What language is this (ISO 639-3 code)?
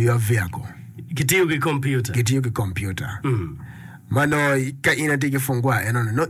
ach